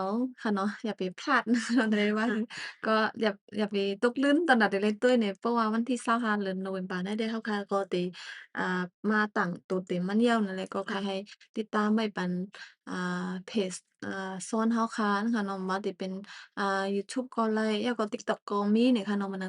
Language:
Shan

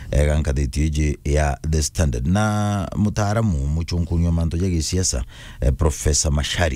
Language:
Meru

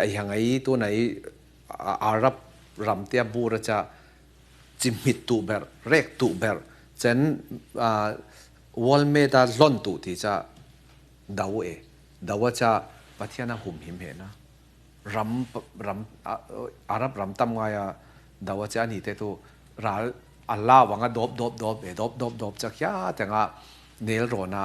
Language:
Falam Chin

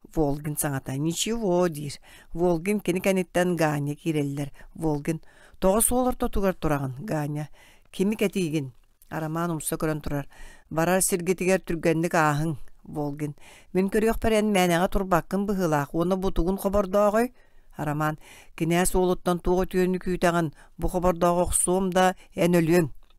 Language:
Yakut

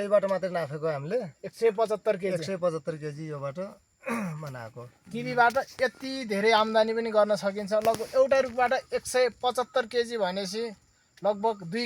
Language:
Nepali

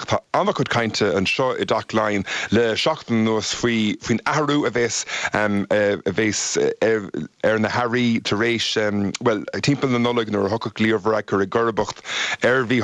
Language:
Irish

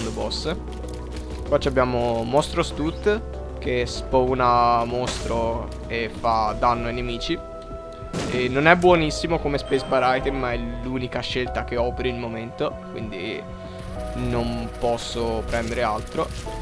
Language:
Italian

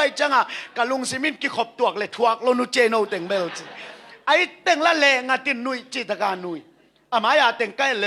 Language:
Tedim Chin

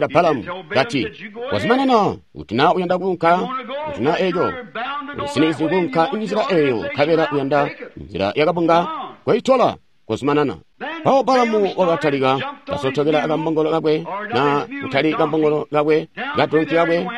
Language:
Tonga (Zambia)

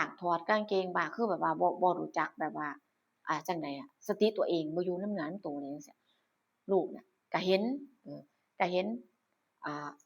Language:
Northeastern Thai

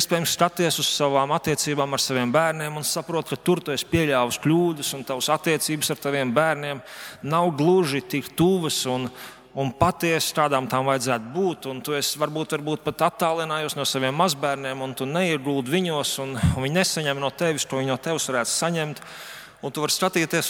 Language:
Latvian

